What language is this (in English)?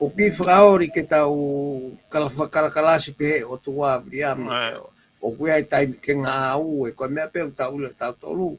Tongan